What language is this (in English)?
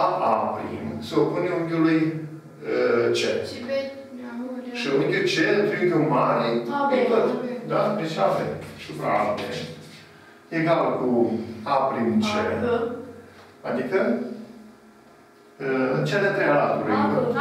Romanian